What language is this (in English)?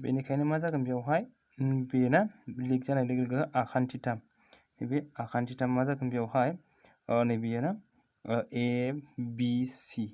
Bodo